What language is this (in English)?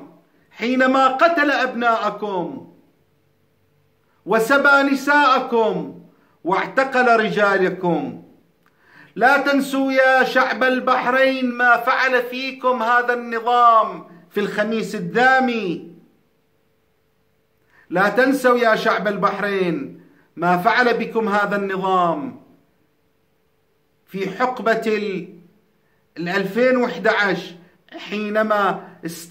Arabic